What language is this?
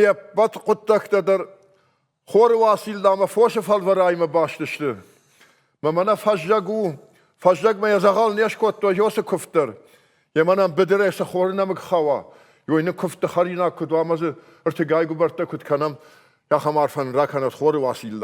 Ossetic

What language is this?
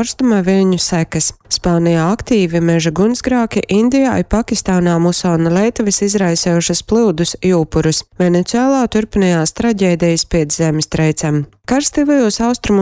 Latgalian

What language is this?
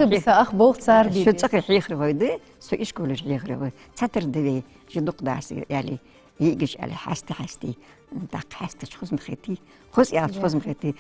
Ingush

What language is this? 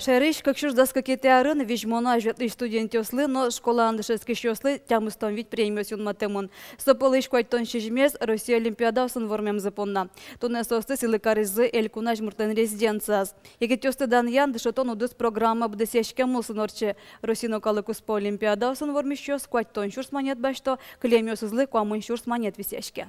Udmurt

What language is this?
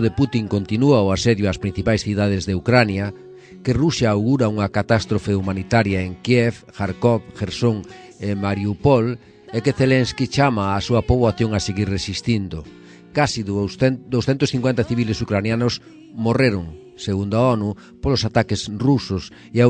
Galician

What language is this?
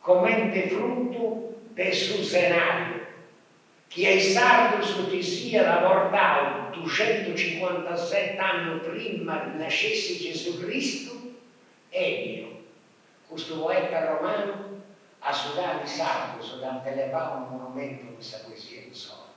Sardinian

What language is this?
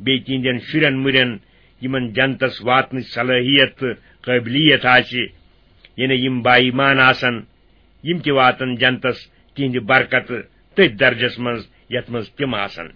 Kashmiri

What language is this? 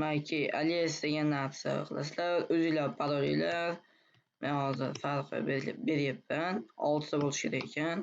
Uzbek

